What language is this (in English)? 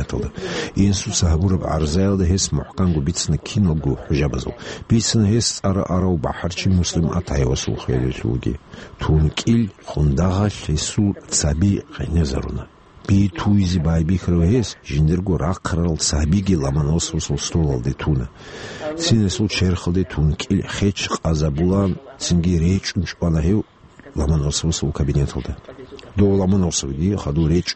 Avaric